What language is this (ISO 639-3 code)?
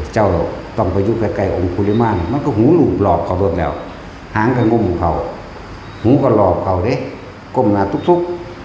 tts